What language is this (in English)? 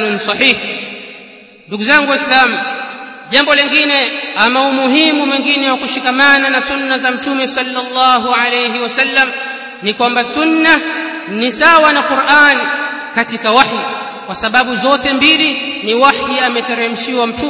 Swahili